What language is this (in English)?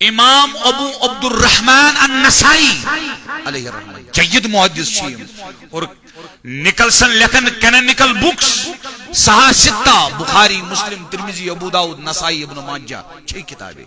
Kashmiri